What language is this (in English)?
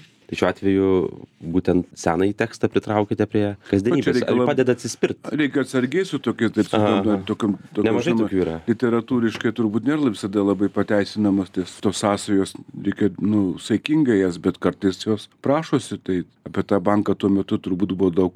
Lithuanian